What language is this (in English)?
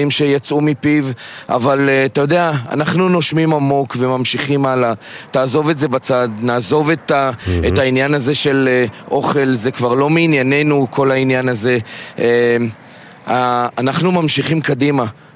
Hebrew